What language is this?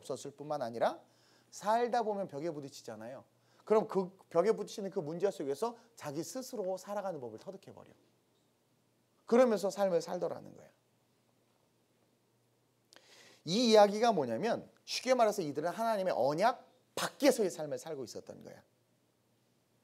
Korean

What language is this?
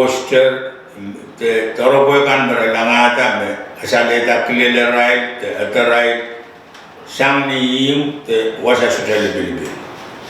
Pohnpeian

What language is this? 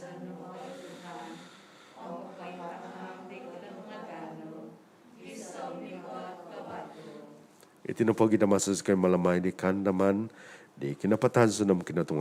Central Dusun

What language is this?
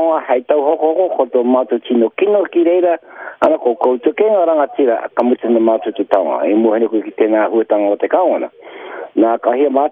Māori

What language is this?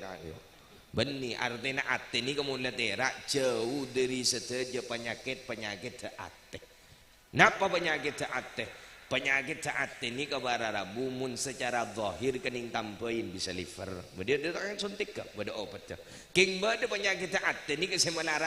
Madurese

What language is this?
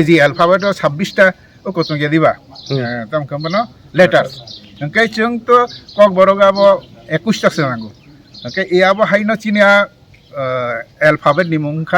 Kok Borok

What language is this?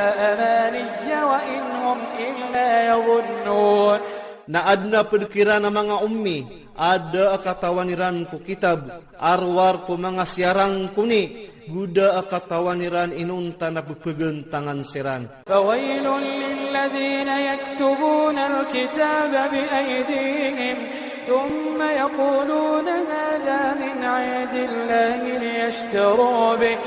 Iranun (Philippines)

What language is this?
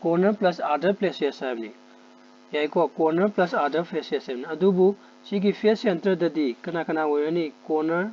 Manipuri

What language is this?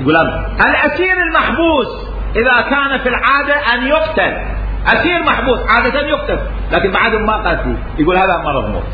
Mesopotamian Arabic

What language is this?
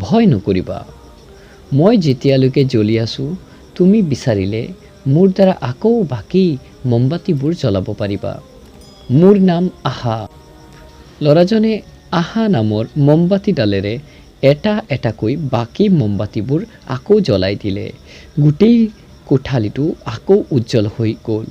Assamese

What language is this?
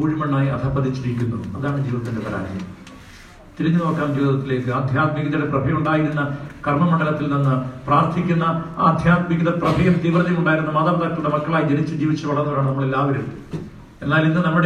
Malayalam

